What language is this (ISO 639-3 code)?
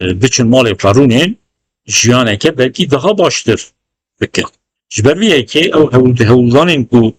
kur